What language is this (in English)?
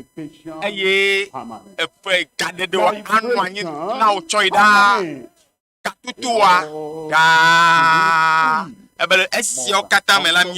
Ewe